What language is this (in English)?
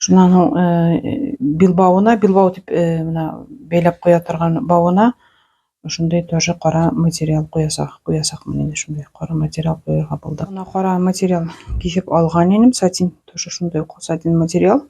Bashkir